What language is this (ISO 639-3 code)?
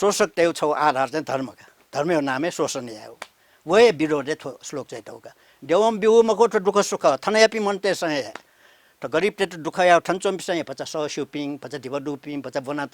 new